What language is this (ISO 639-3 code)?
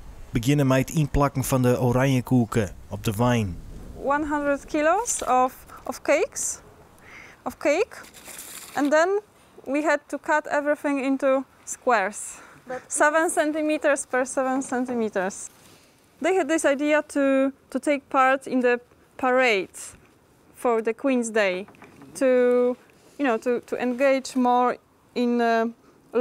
fry